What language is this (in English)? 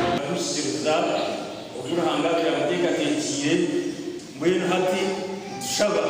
Nyankole